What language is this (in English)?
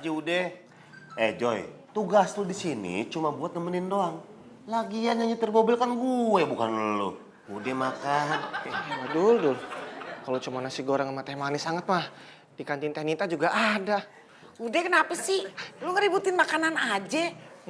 Betawi